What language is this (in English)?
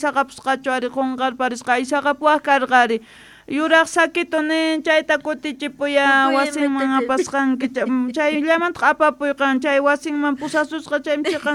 South Bolivian Quechua